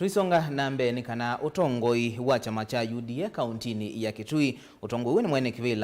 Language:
Kamba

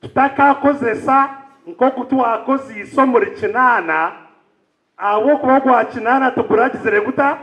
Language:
Nyankole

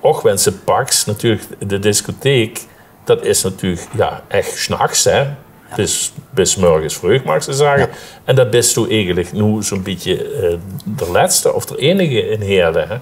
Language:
Limburgish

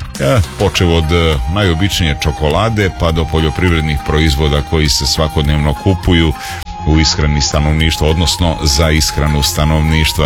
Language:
Serbian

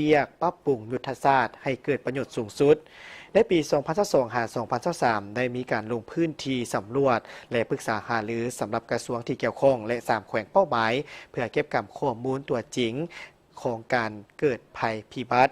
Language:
Lao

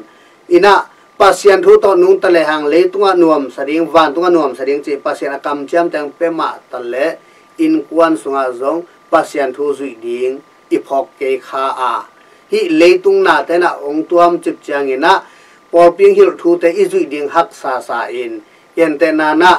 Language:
Tedim Chin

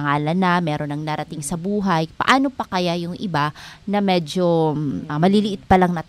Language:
Filipino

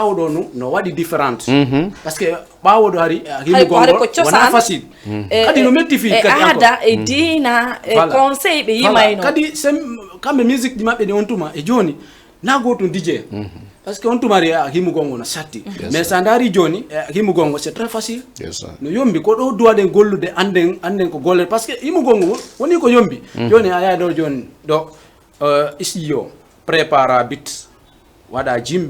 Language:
Fula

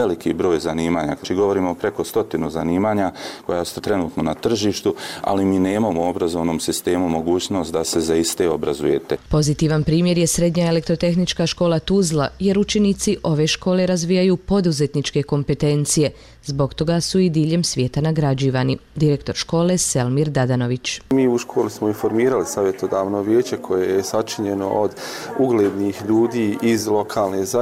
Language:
Bosnian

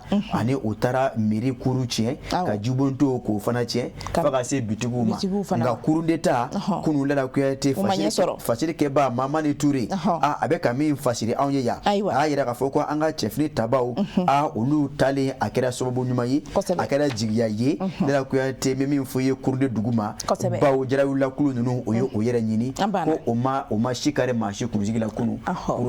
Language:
Bambara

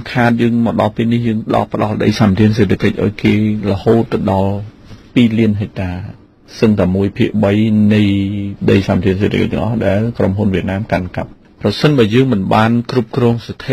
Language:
Khmer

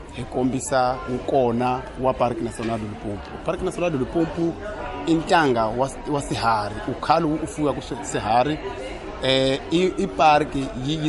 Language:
Tsonga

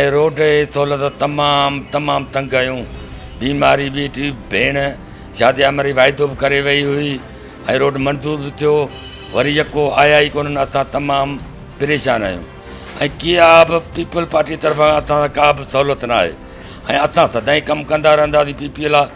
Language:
Sindhi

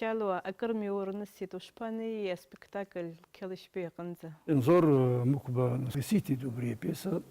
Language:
Abkhazian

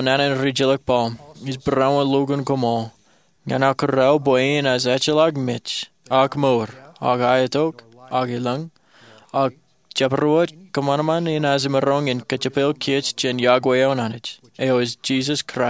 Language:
Marshallese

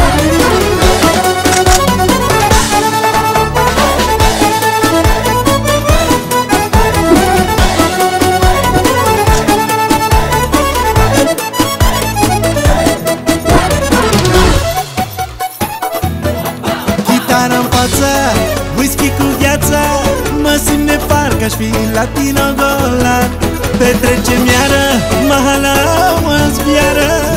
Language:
Romanian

